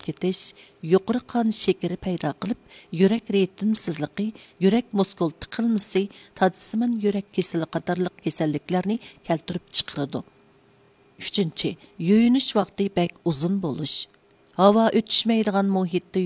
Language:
Uyghur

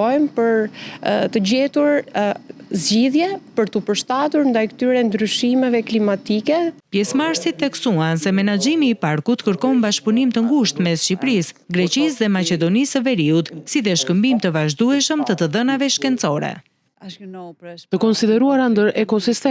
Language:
Albanian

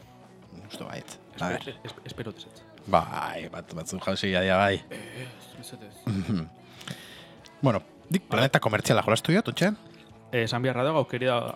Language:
Basque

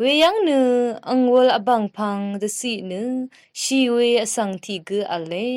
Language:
Rawang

